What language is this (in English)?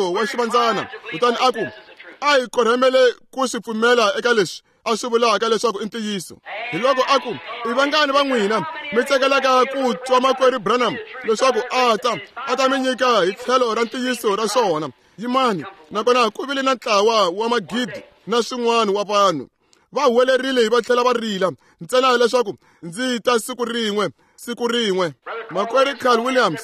Tsonga